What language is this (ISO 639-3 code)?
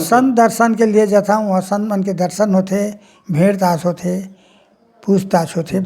hne